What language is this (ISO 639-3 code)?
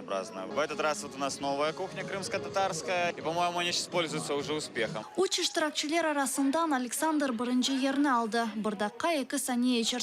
crh